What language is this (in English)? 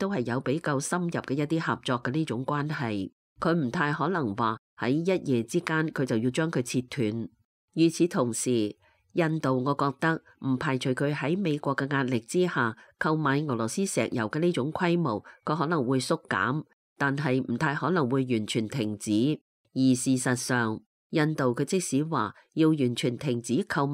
Cantonese